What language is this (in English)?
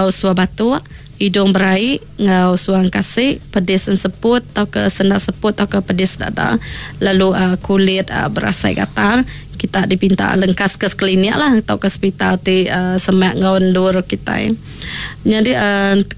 Iban